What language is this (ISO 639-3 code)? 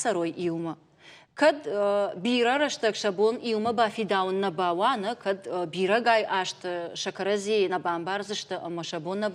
oss